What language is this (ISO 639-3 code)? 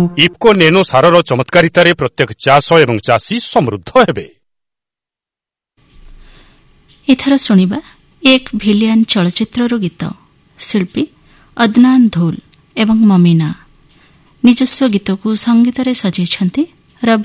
ori